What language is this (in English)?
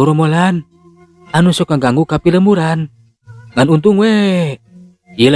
Sundanese